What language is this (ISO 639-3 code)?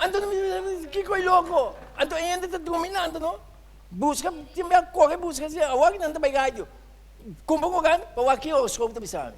pap